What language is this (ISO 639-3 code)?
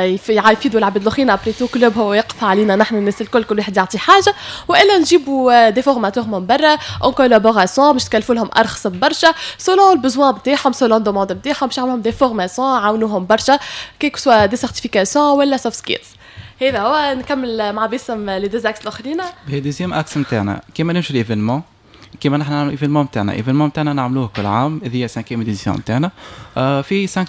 aeb